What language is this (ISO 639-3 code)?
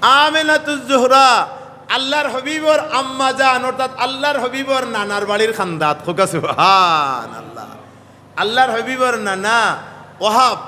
syl